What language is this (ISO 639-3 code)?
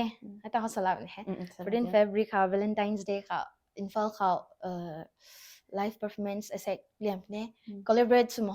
nbu